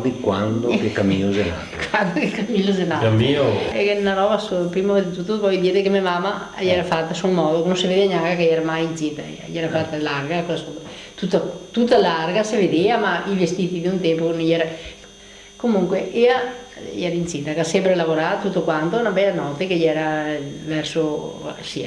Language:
Venetian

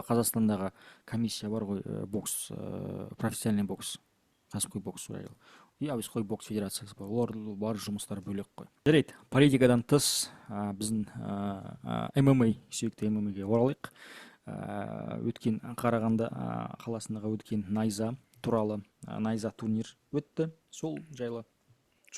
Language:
Kazakh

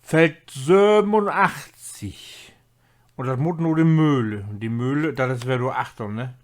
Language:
Low German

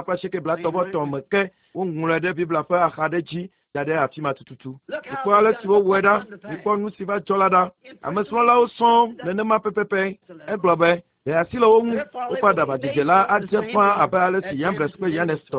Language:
Ewe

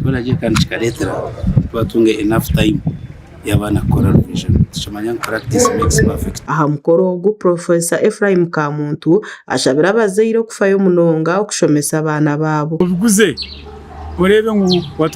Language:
Nyankole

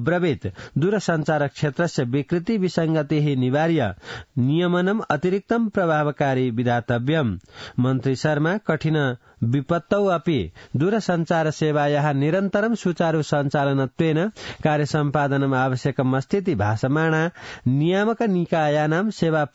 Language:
Sanskrit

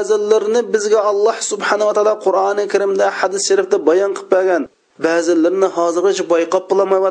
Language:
Uyghur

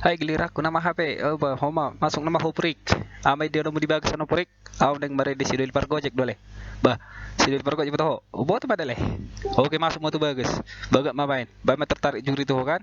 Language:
Batak Toba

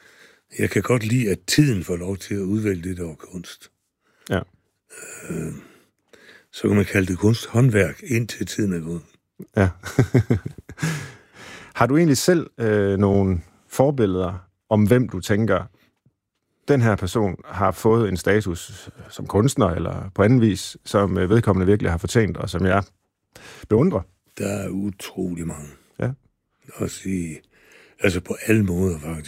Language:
Danish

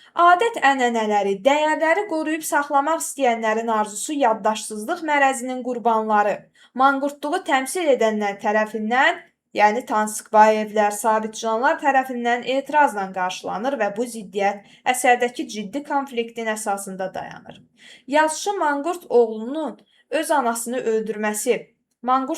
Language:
Azerbaijani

